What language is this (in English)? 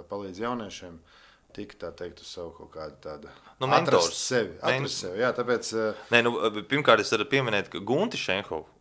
Latvian